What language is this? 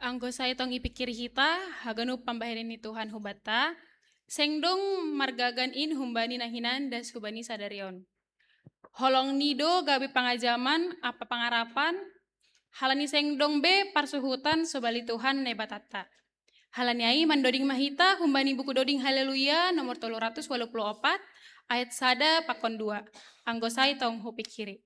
Batak Simalungun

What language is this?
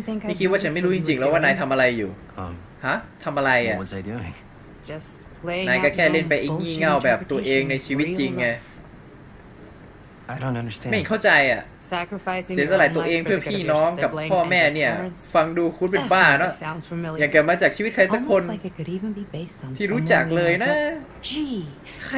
Thai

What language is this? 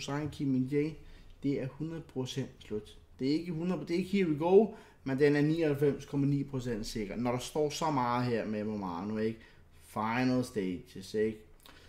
Danish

